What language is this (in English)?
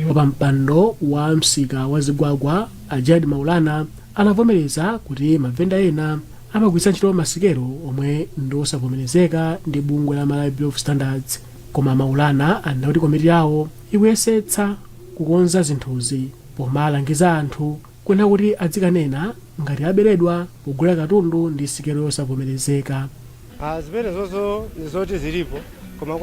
Nyanja